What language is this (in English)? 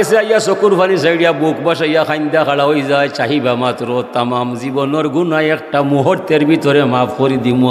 Sylheti